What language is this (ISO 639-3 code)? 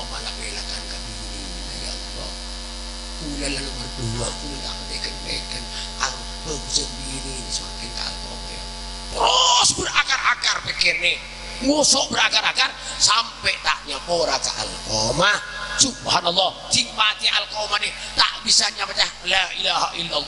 mad